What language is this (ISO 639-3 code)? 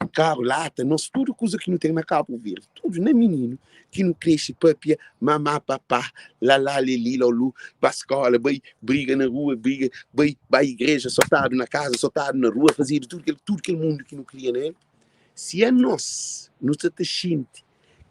kea